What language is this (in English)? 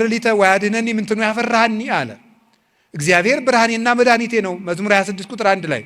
Amharic